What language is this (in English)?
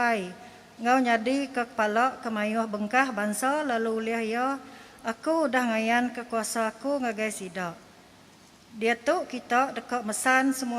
Iban